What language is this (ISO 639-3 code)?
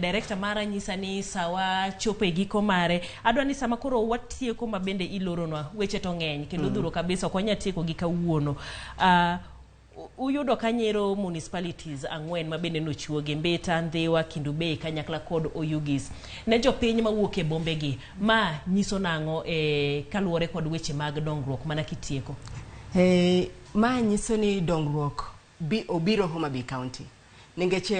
luo